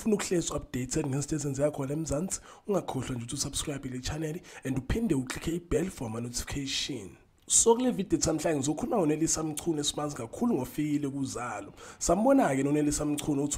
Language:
Zulu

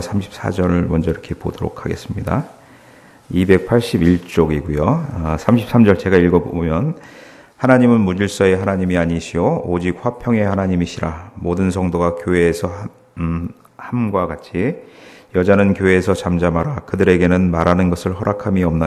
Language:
Korean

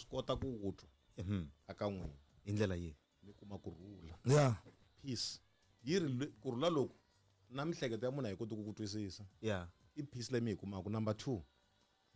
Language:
Tsonga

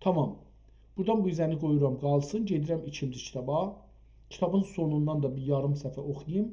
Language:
South Azerbaijani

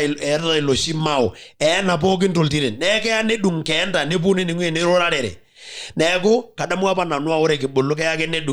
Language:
Masai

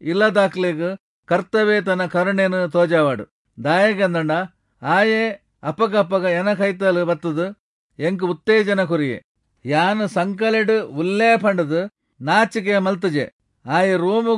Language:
Tulu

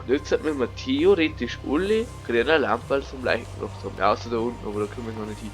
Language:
Bavarian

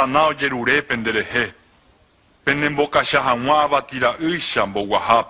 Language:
Guarani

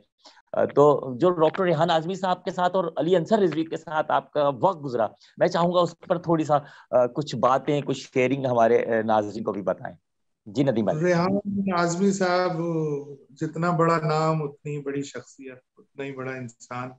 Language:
Urdu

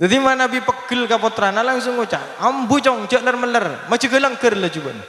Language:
Madurese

